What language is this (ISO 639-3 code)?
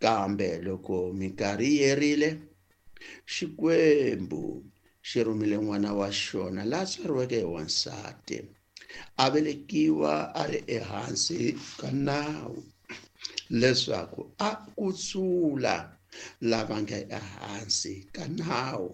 tso